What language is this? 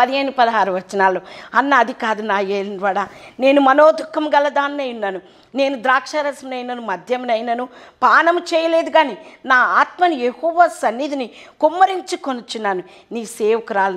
Telugu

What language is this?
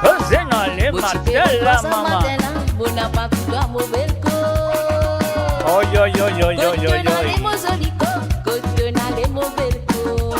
Morisyen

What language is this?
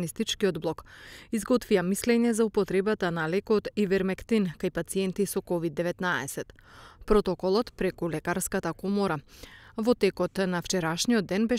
Macedonian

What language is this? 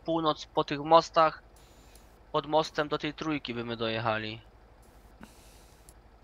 Polish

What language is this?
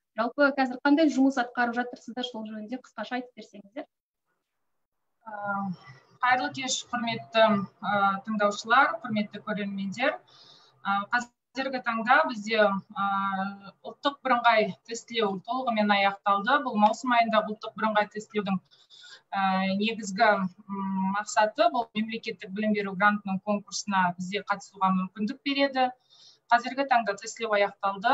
Kazakh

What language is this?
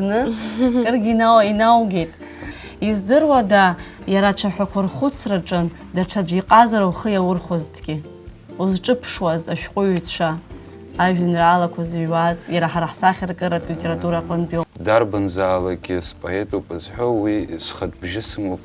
Abkhazian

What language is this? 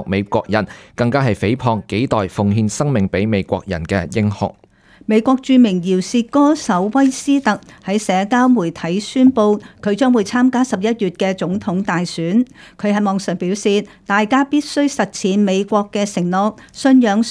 Cantonese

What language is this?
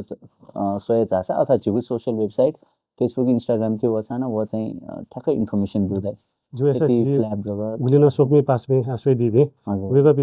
Newari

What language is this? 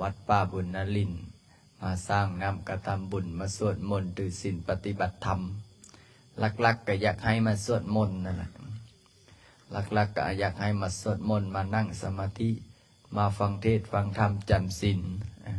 Lao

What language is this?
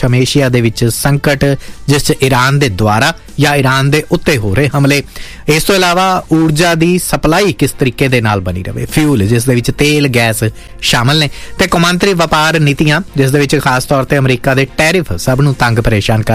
Punjabi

